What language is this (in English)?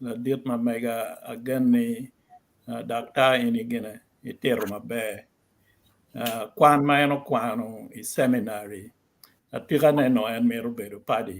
Acoli